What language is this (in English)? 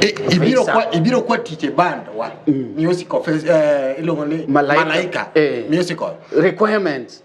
Luo (Kenya and Tanzania)